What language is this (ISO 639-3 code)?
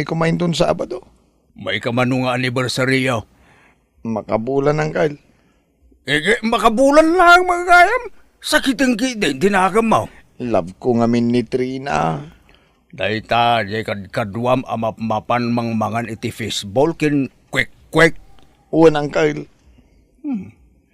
ilo